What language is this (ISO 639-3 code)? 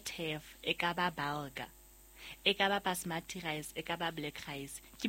sot